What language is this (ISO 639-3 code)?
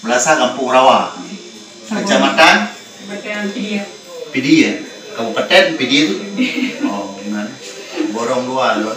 ace